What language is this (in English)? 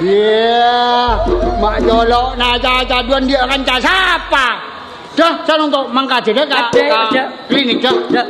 Madurese